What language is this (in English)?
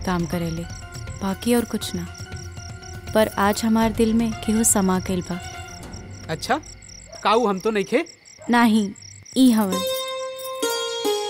Bhojpuri